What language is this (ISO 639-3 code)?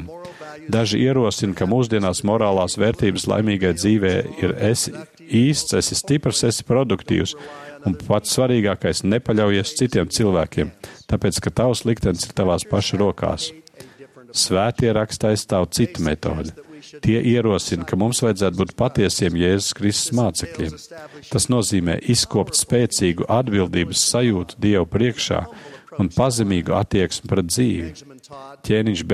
lav